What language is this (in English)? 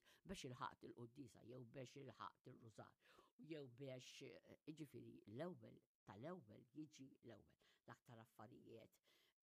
Maltese